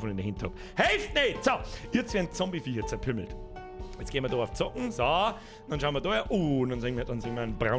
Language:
Bavarian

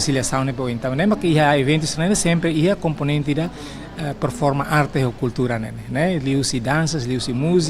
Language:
Tetum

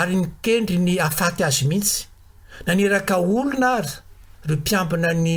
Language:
Malagasy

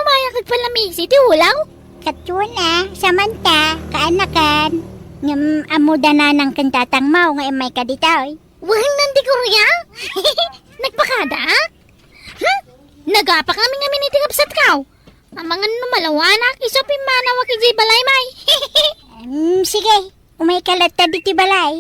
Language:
Iloko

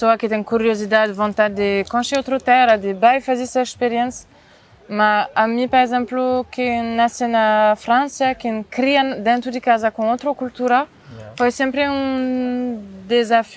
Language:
Kabuverdianu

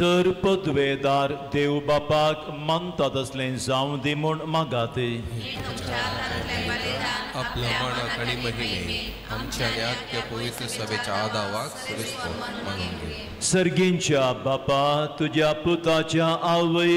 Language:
Konkani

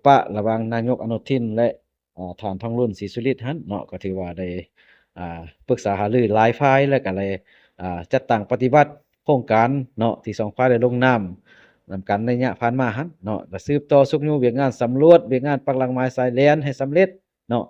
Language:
Lao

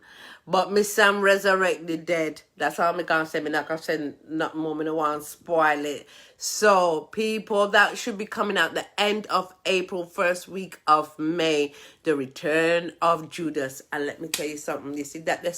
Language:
Jamaican Creole English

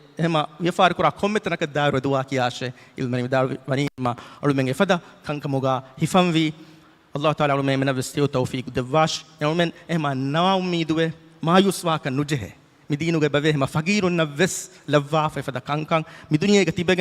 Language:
Divehi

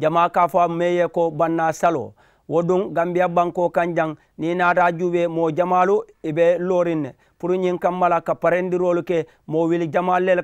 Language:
Mandingo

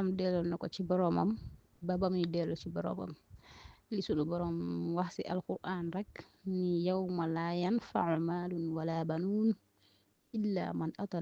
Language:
Wolof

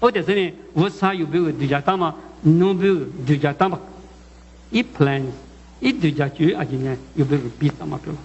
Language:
Lisu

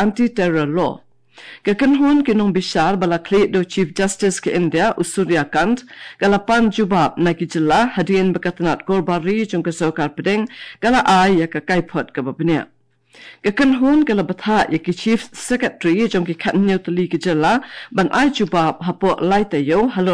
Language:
Khasi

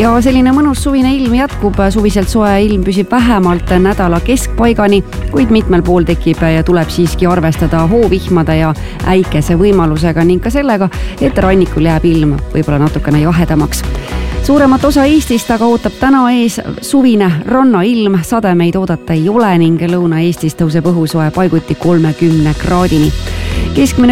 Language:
Estonian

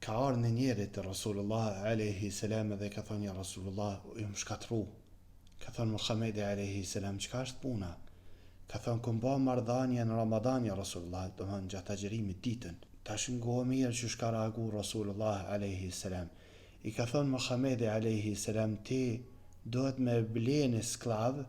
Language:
Albanian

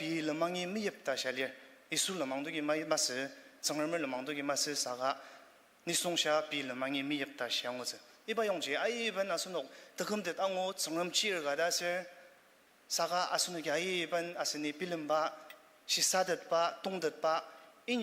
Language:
Ao Naga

